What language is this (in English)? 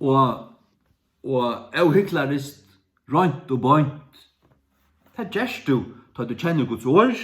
Faroese